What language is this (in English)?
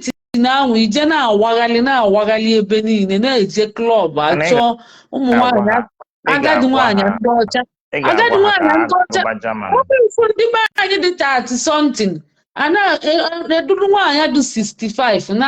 Igbo